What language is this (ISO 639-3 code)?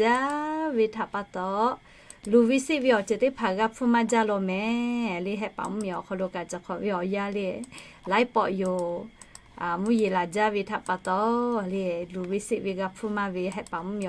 lhu